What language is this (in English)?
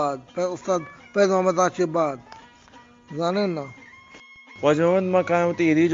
Eastern Balochi